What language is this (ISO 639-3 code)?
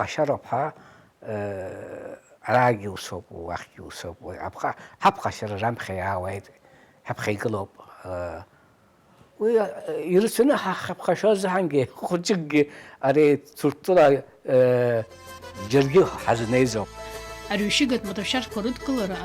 abk